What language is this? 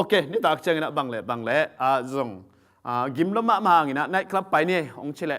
Tedim Chin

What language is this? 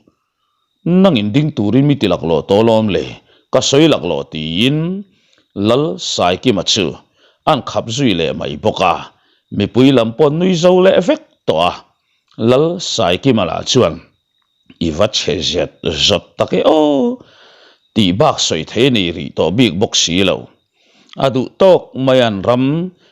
Mizo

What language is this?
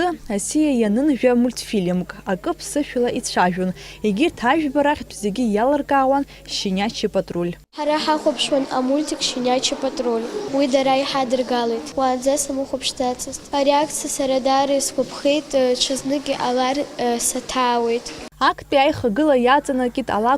Abkhazian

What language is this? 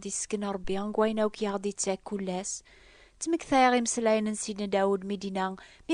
Kabyle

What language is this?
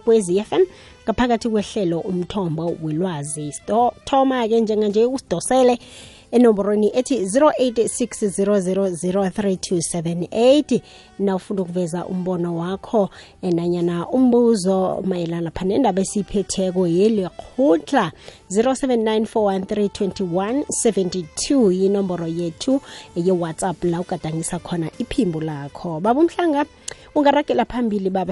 South Ndebele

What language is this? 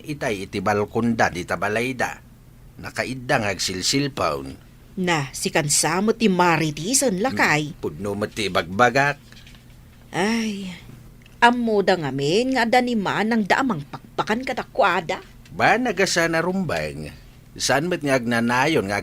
Iloko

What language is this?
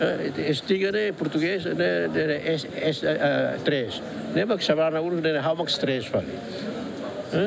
Tetum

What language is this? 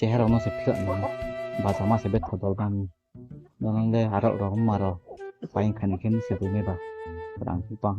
Riang (India)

